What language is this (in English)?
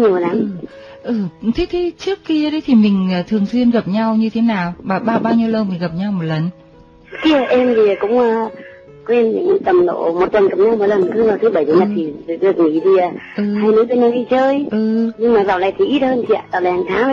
Vietnamese